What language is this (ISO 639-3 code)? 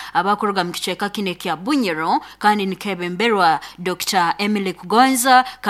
nyo